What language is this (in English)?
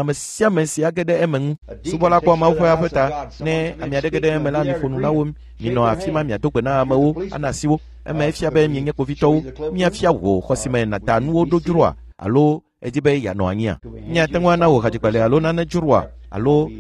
Ewe